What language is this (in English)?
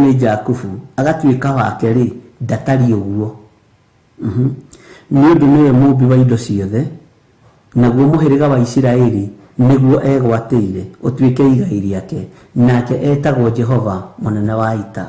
Kikuyu